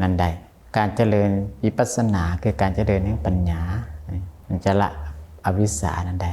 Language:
Lao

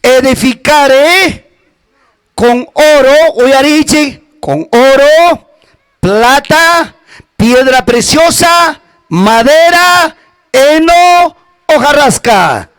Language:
Ayacucho Quechua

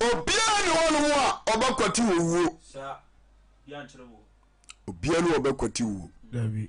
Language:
Akan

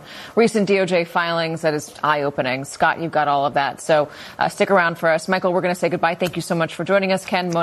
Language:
English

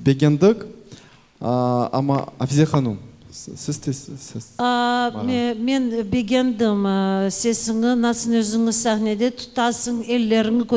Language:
Crimean Tatar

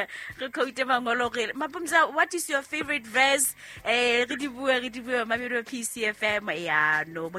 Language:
Southern Sotho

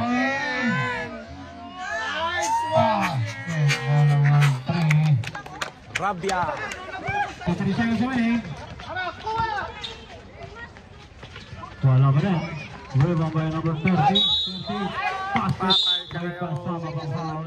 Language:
Filipino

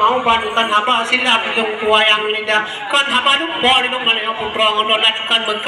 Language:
Achinese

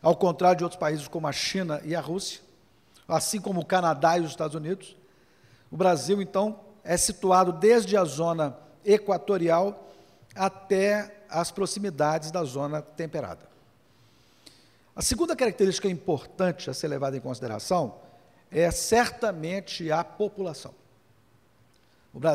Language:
Portuguese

